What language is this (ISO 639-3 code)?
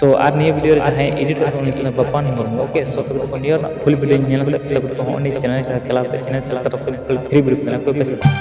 sat